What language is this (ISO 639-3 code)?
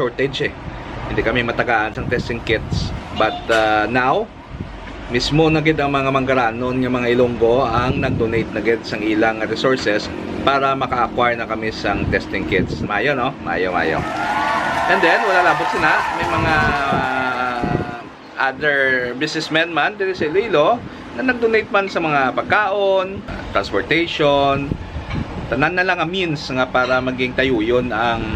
hil